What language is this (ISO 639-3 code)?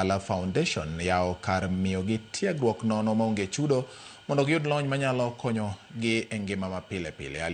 luo